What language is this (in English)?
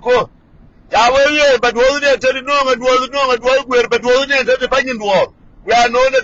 Nuer